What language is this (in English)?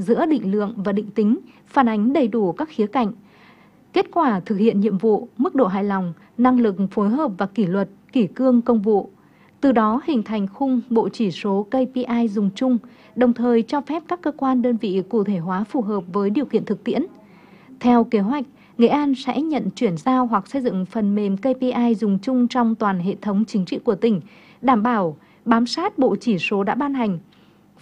Vietnamese